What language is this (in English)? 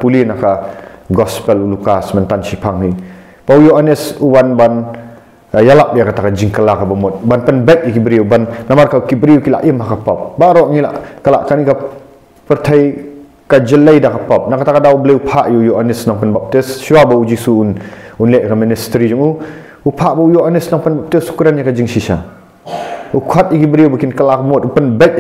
Khasi